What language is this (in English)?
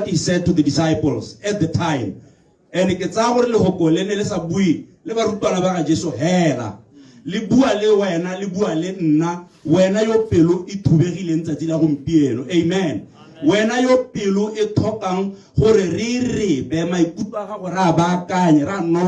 Tswana